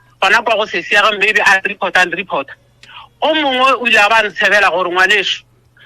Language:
Northern Sotho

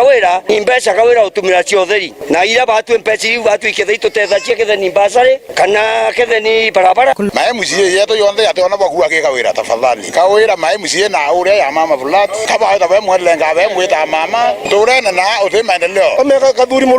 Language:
Meru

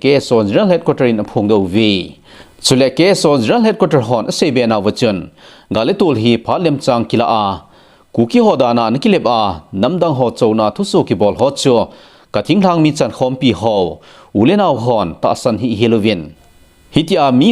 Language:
Thado Chin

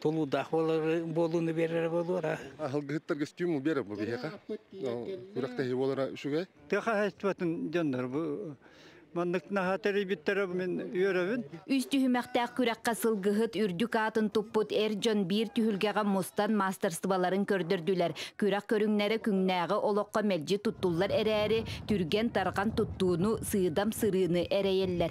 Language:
Yakut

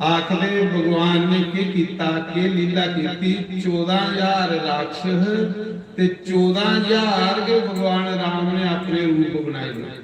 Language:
Dogri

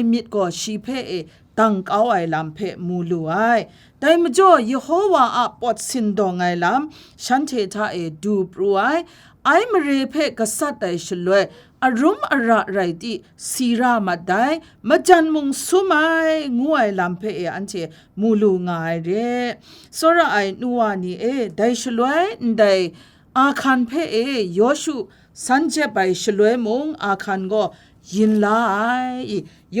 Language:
Kachin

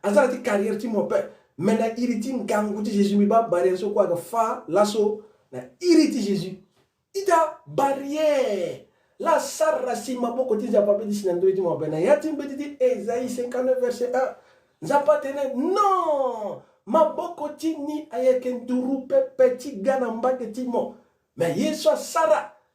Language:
Sango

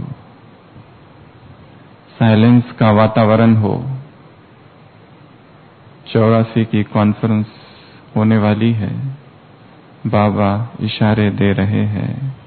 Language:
Hindi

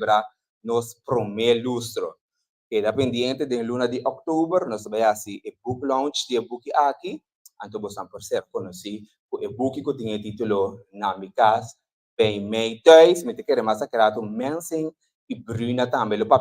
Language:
Papiamento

